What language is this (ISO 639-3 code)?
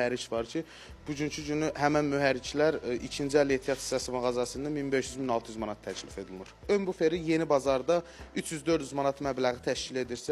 aze